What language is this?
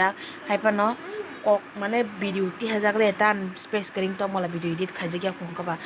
Kok Borok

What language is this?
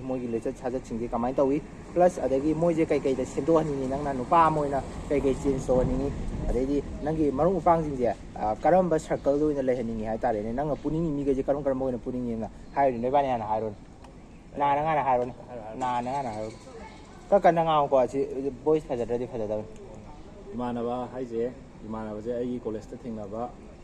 Manipuri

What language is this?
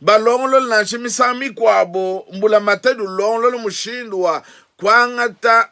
Luba-Lulua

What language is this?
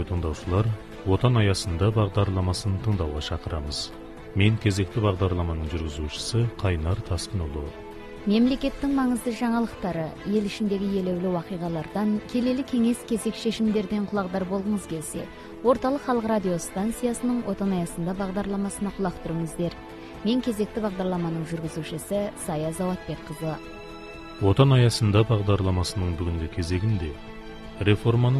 Kazakh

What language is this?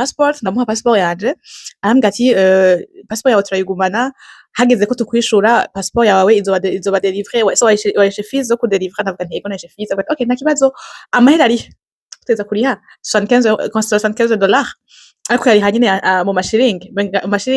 Rundi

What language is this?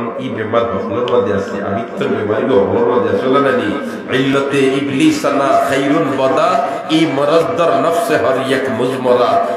Sylheti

